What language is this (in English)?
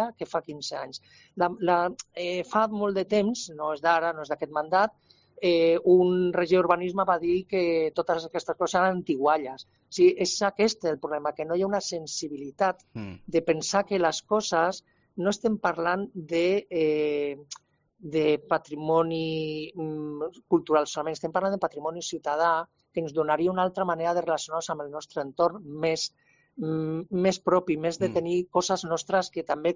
Catalan